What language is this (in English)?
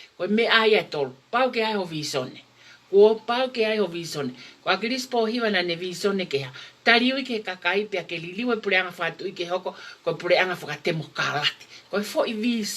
Tongan